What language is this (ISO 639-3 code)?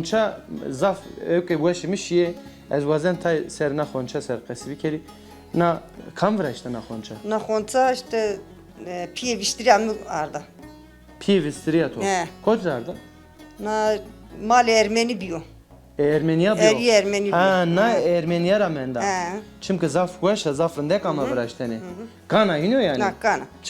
zza